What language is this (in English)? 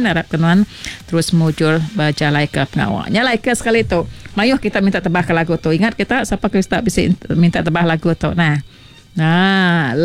Iban